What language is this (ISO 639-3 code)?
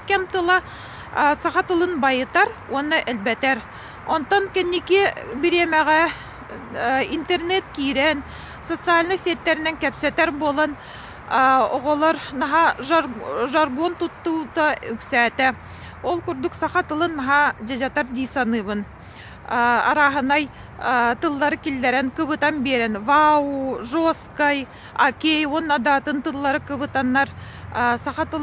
sah